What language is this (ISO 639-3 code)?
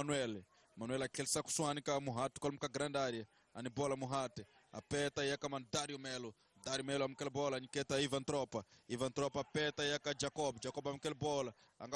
tso